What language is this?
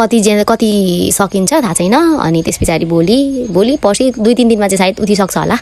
Nepali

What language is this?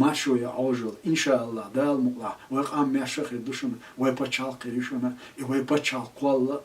Chechen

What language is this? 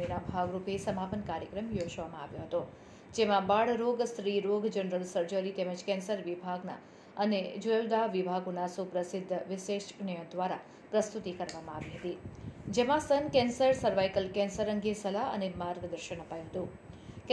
Gujarati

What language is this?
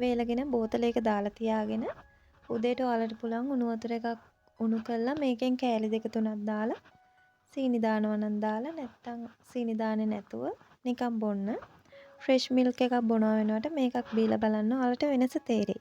Sinhala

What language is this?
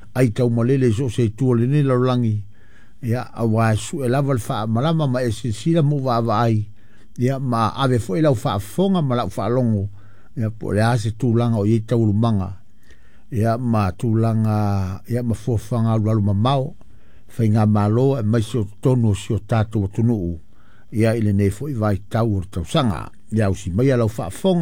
Samoan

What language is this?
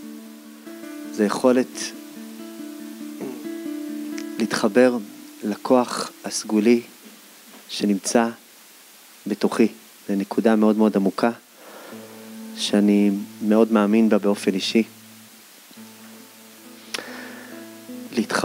Hebrew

